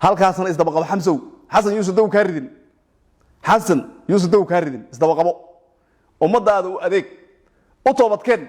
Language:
Somali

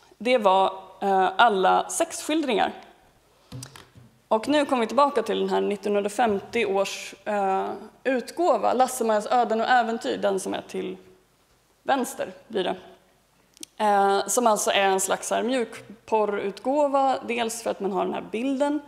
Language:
Swedish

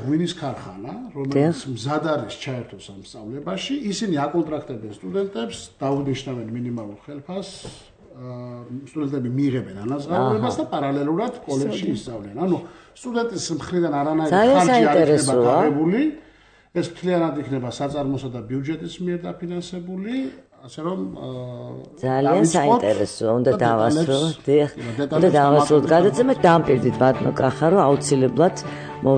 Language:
Georgian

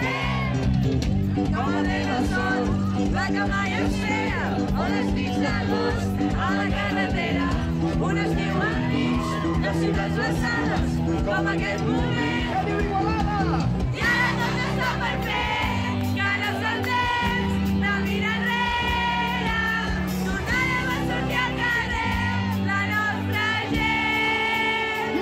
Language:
Catalan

